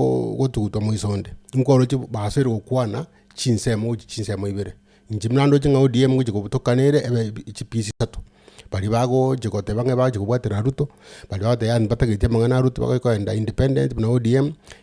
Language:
Gusii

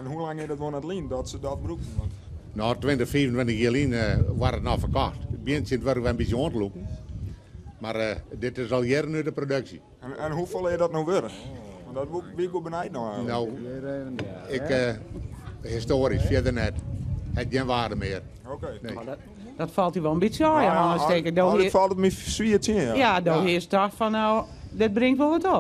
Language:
Western Frisian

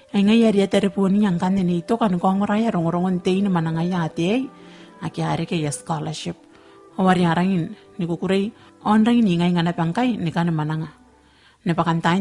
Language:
Gilbertese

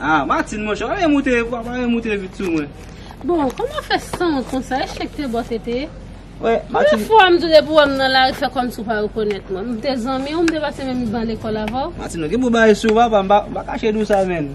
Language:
Haitian Creole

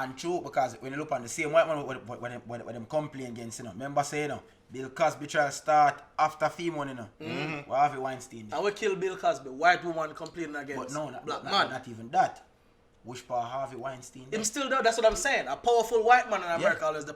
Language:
Jamaican Creole English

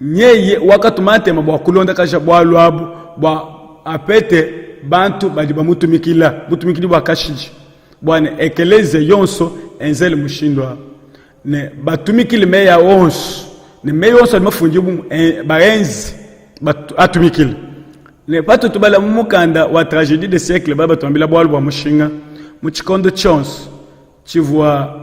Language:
Luba-Lulua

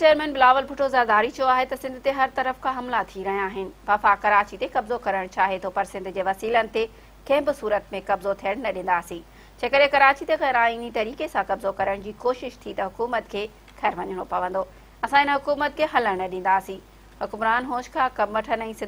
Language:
Sindhi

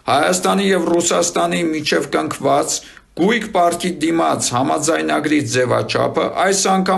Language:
Armenian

